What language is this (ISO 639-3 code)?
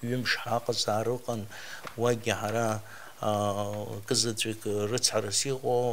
abk